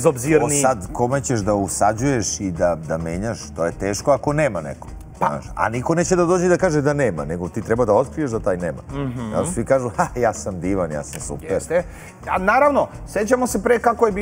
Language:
Serbian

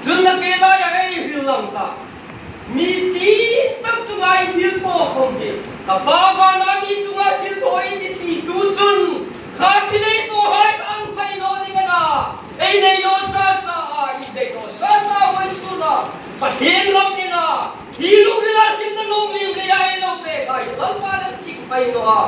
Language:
Hmar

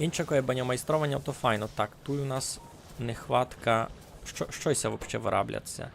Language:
Rusyn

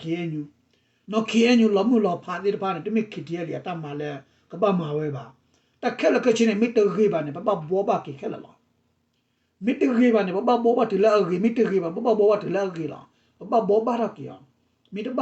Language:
S'gaw Karen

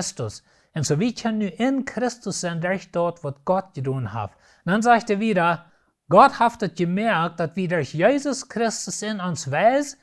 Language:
Plautdietsch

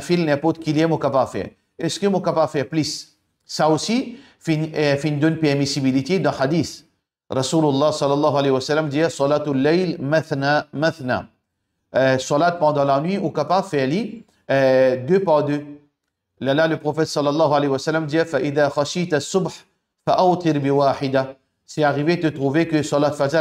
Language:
Morisyen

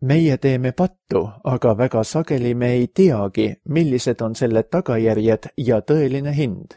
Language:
Estonian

